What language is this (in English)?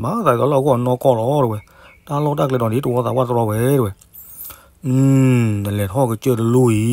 S'gaw Karen